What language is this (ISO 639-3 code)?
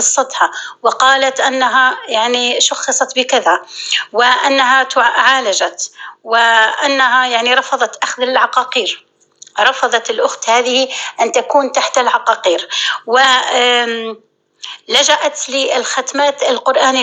apc